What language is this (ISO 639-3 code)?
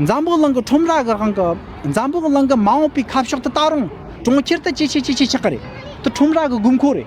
bod